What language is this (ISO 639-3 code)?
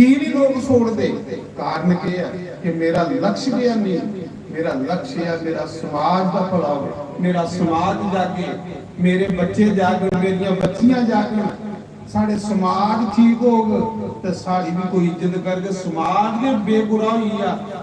doi